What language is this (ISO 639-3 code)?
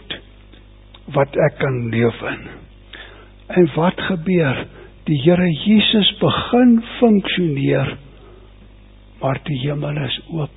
afr